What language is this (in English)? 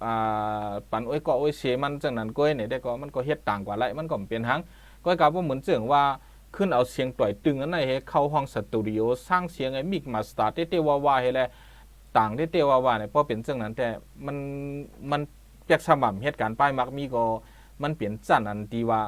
Shan